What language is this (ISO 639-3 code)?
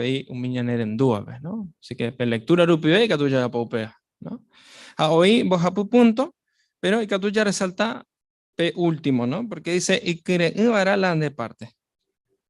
grn